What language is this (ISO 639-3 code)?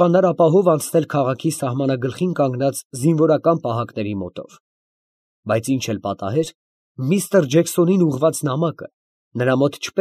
hye